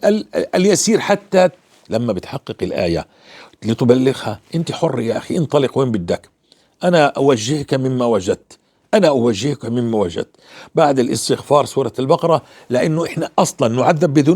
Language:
North Levantine Arabic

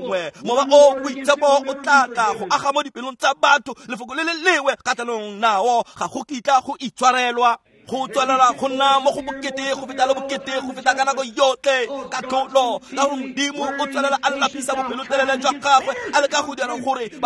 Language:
Tswana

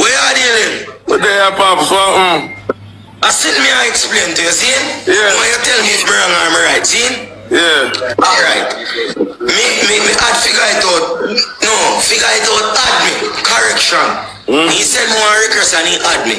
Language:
Jamaican Creole English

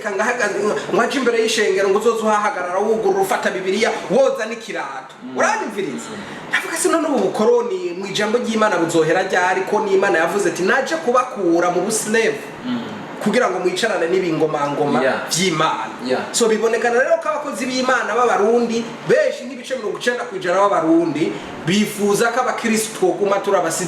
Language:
Rundi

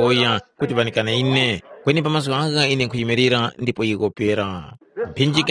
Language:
Tumbuka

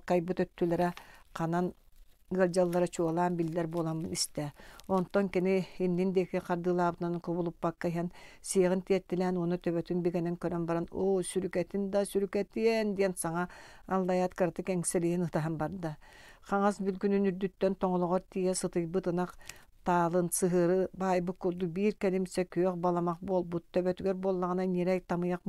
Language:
Yakut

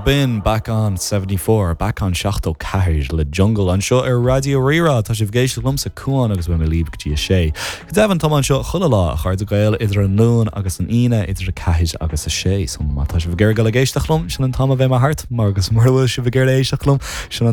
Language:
Irish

